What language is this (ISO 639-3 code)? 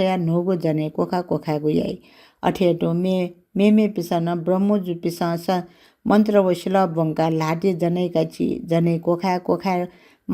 new